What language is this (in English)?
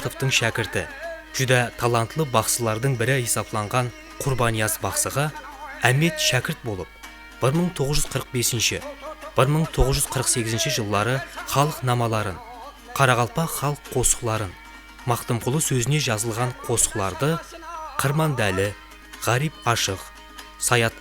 Kara-Kalpak